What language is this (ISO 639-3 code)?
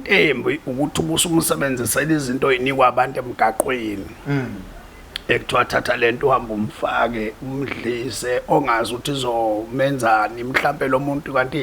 zul